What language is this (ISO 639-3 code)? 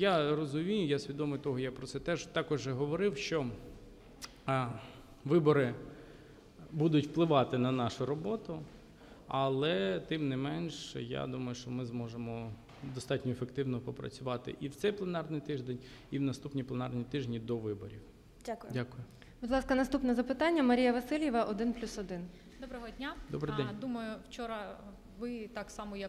ukr